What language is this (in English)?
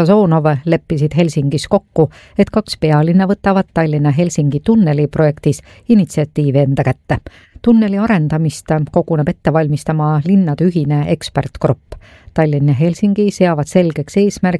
Estonian